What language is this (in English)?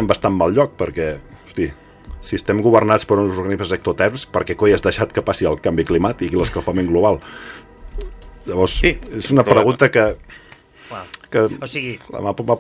Catalan